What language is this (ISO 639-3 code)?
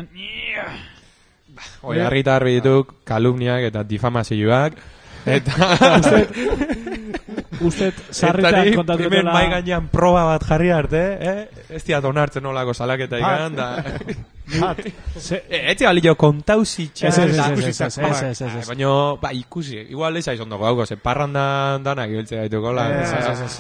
eus